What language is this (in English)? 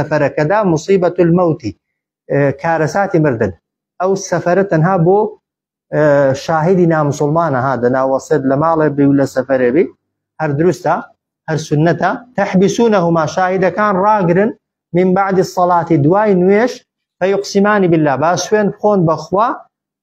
Central Kurdish